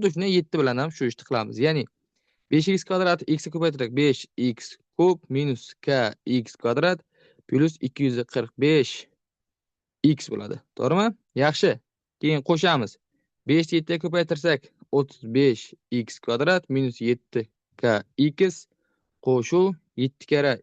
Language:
Uzbek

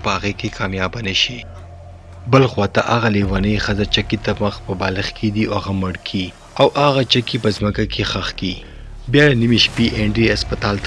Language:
Pashto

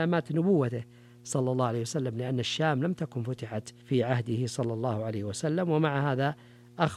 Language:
Arabic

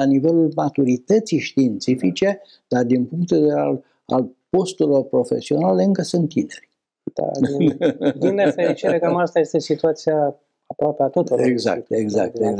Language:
Romanian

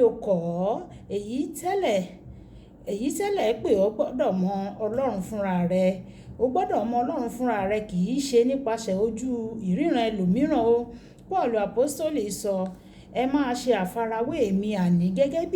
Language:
Yoruba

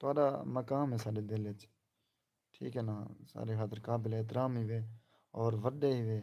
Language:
Saraiki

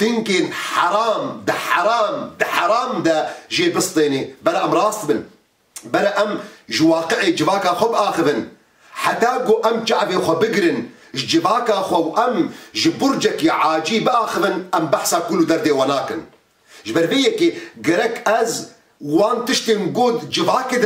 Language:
Kurdish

